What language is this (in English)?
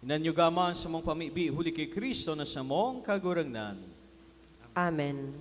Bikol